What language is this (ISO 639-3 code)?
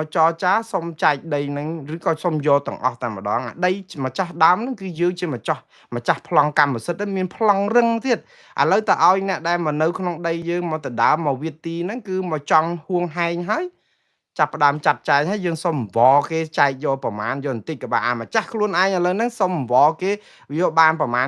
khm